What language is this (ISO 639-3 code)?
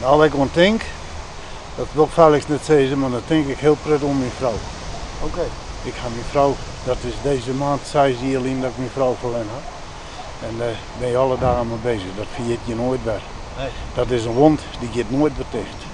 fry